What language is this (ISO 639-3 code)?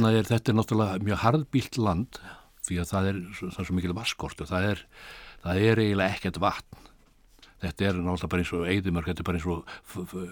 isl